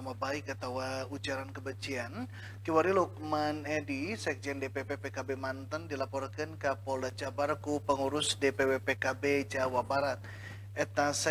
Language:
Sundanese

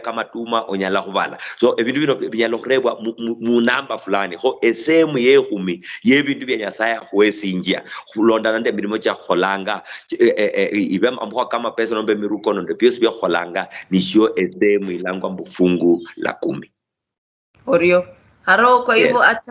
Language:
Luyia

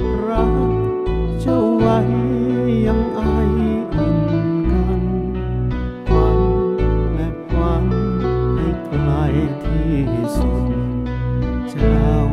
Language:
Thai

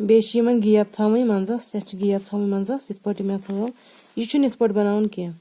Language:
Kashmiri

